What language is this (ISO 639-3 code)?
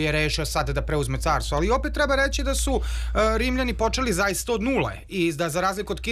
srp